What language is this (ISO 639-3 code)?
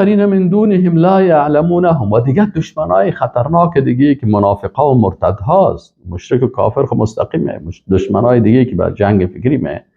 fas